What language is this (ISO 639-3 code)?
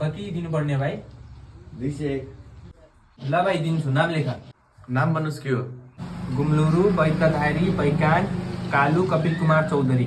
nep